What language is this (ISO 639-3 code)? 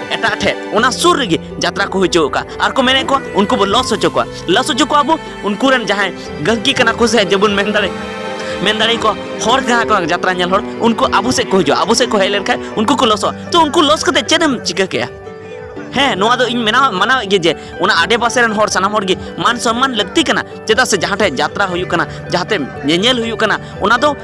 sat